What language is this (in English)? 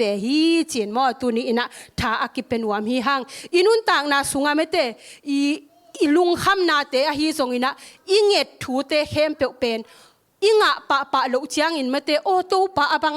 Tedim Chin